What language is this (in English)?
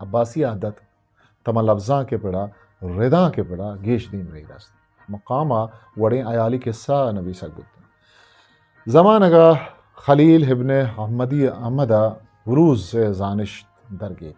Eastern Balochi